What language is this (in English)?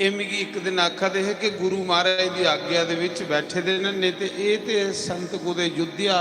Dogri